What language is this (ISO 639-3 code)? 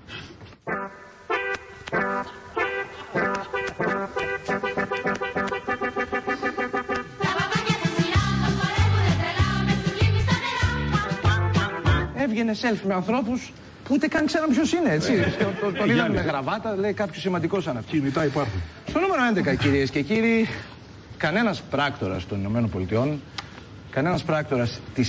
ell